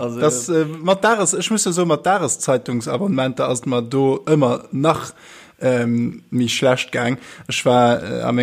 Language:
Luxembourgish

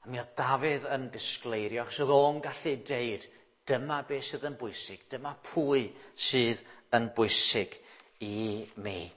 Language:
Welsh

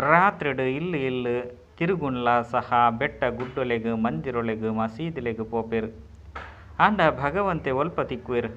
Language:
Tulu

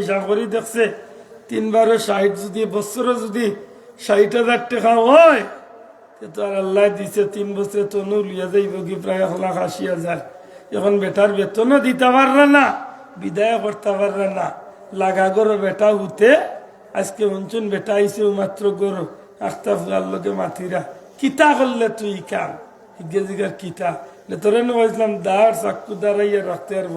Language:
Sylheti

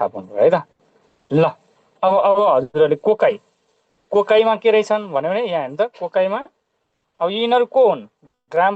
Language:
Nepali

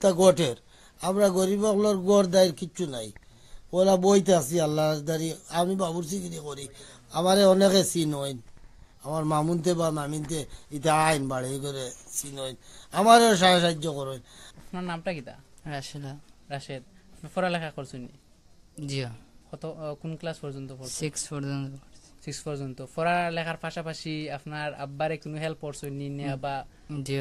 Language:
Sylheti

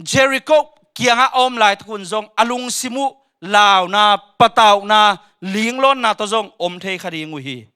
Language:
Tedim Chin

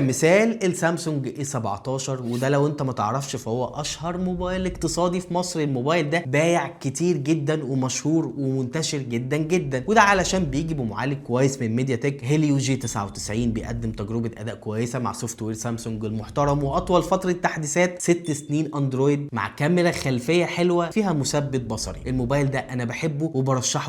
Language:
Egyptian Arabic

